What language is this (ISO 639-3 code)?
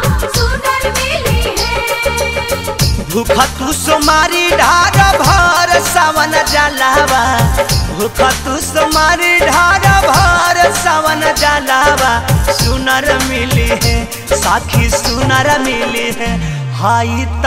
bho